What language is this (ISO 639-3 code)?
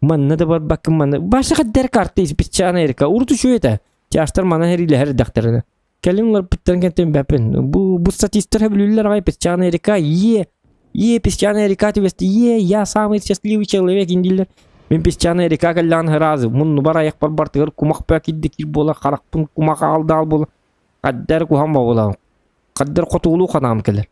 sah